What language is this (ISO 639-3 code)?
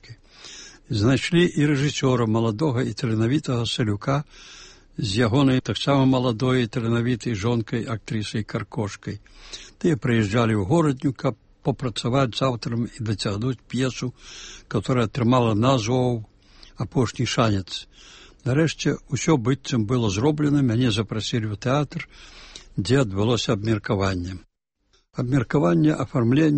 bel